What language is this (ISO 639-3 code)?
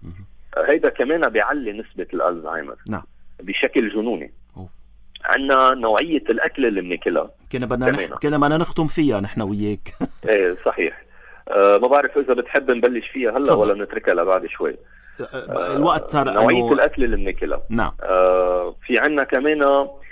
apc